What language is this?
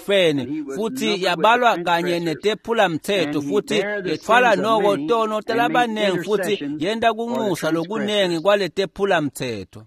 Swati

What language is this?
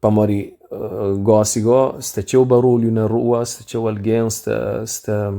Kabuverdianu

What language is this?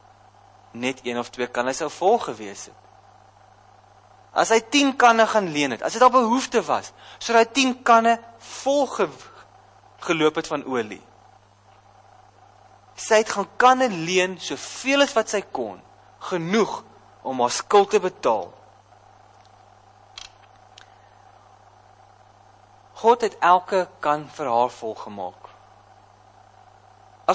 Afrikaans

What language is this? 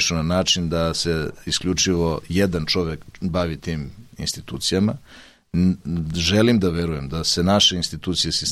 Serbian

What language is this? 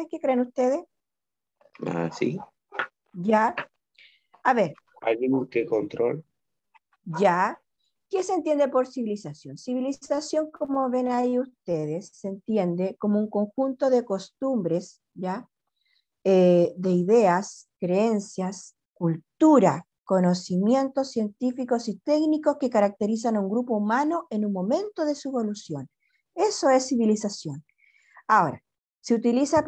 Spanish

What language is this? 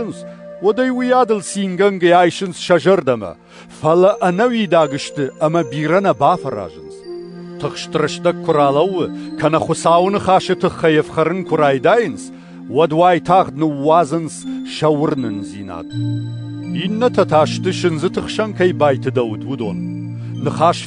Ossetic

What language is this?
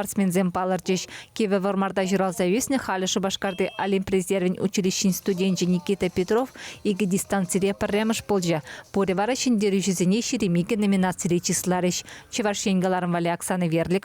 Chuvash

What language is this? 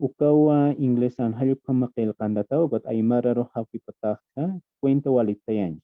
Aymara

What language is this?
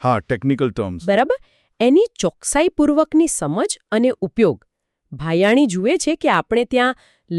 Gujarati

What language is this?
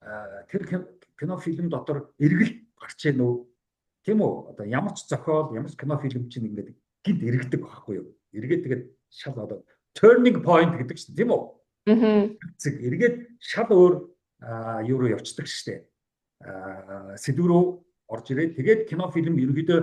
Mongolian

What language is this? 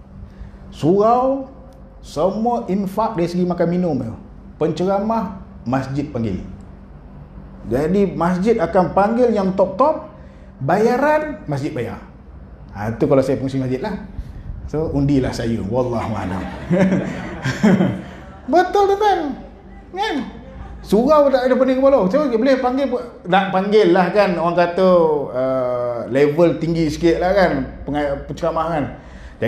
Malay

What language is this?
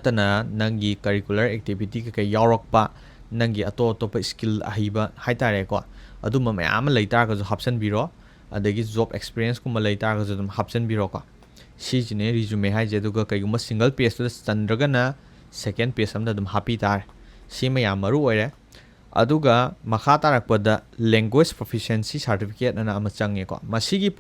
Manipuri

